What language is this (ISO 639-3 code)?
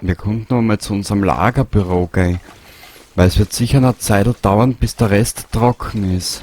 bar